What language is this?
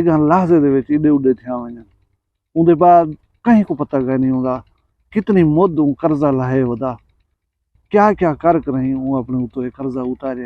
Saraiki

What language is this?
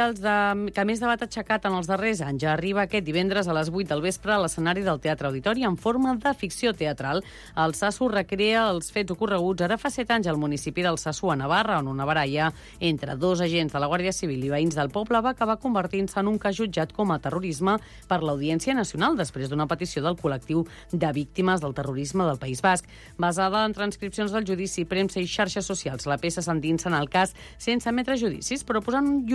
Catalan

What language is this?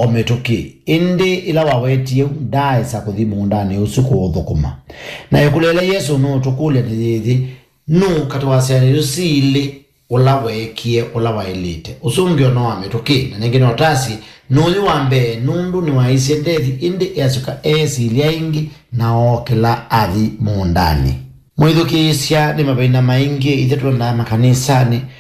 Kamba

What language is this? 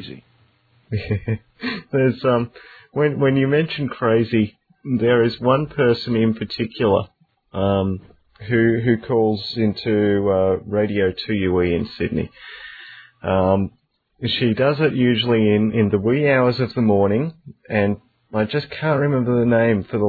English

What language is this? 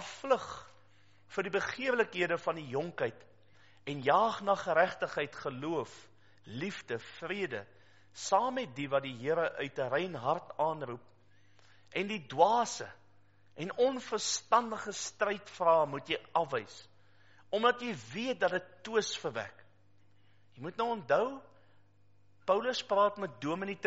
Afrikaans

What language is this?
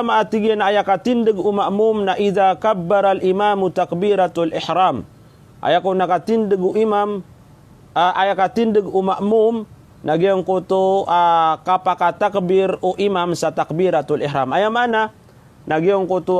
Maranao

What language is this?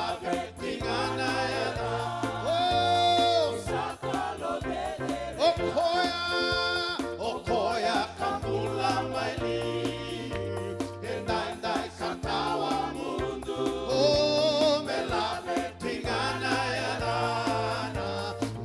Fijian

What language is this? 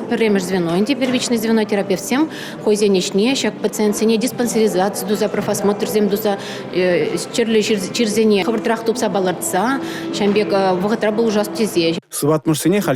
Chuvash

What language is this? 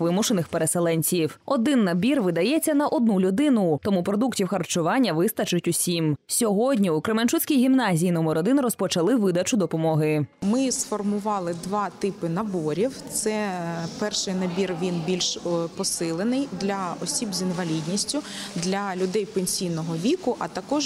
Ukrainian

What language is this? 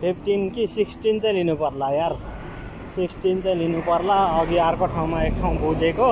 Nepali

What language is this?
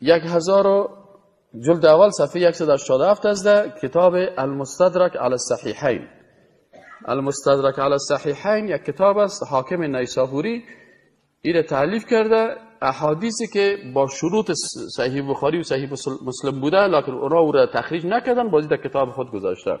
Persian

